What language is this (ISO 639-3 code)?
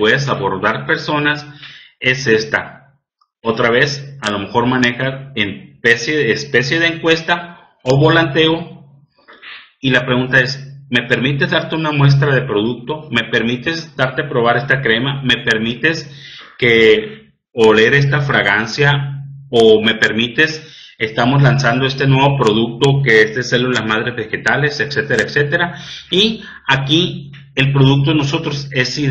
spa